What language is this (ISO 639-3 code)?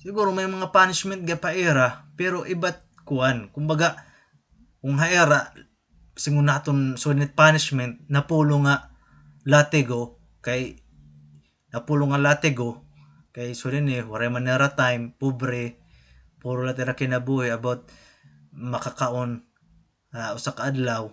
war